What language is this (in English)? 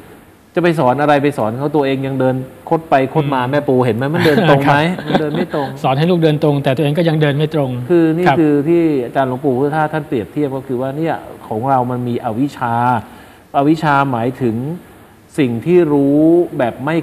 Thai